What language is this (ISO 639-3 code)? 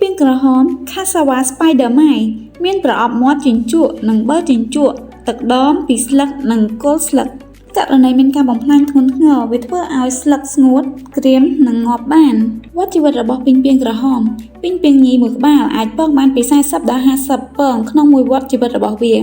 khm